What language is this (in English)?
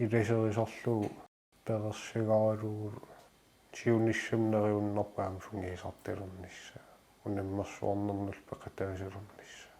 Kalaallisut